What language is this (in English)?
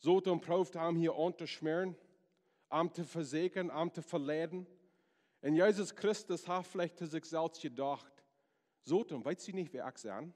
Plautdietsch